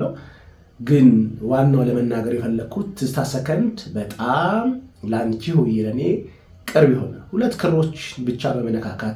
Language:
Amharic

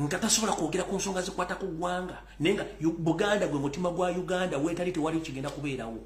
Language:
Ganda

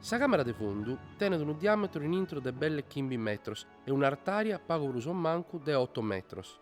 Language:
Sardinian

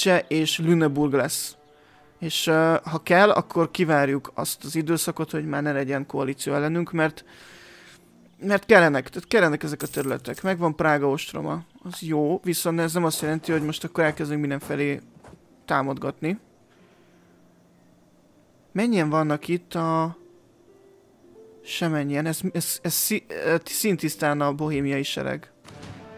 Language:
Hungarian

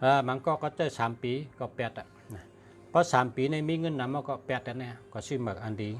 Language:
Shan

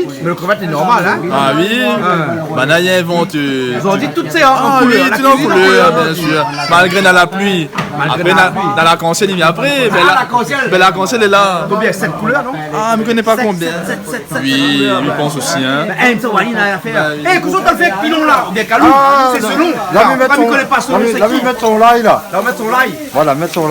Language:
Réunion Creole French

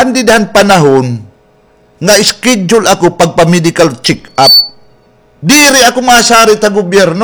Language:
Waray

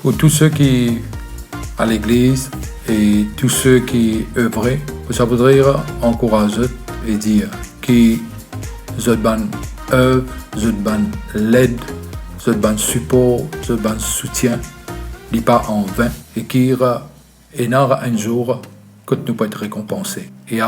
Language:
Morisyen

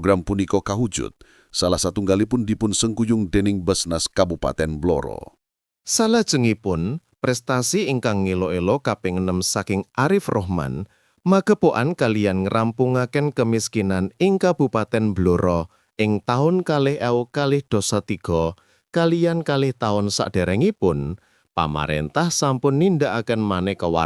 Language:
Javanese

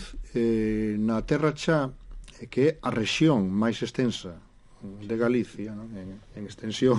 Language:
Galician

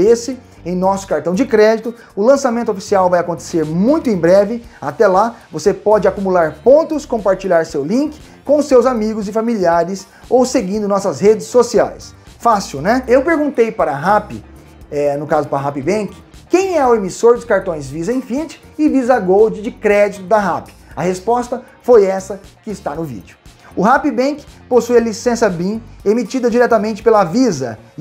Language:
Portuguese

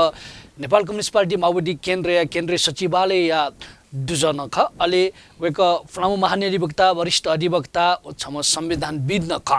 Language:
Newari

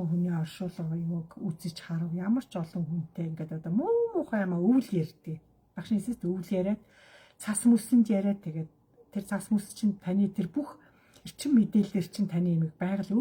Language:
Mongolian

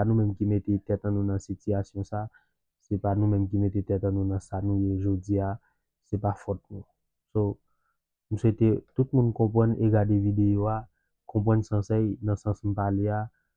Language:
Haitian Creole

